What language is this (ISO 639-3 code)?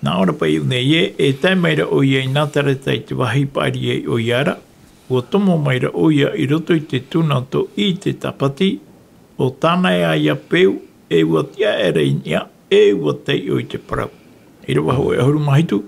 tah